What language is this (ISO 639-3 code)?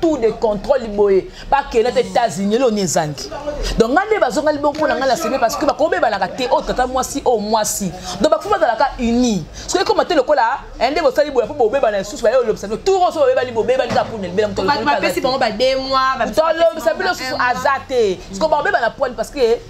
lin